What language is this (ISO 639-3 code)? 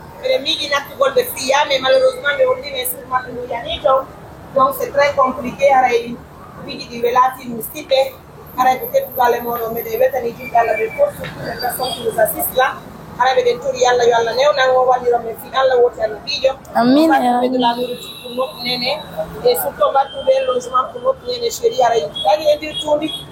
fuf